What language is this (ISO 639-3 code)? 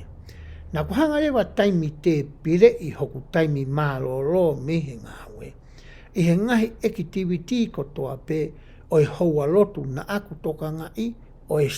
ton